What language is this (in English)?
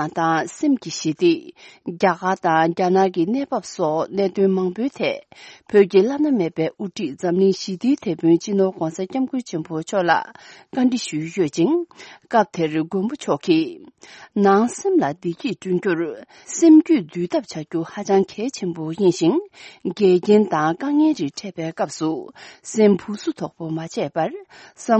Tibetan